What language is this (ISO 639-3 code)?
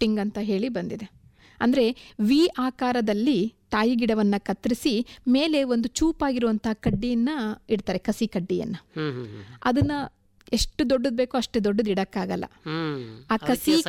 kan